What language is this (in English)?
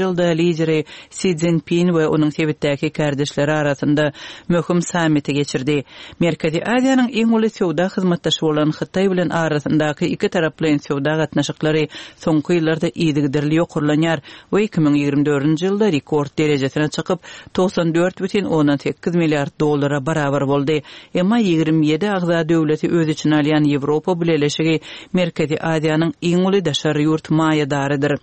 Turkmen